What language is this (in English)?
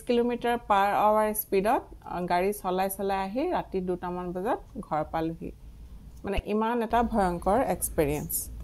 Assamese